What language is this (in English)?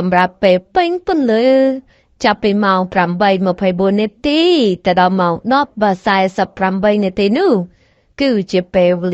Khmer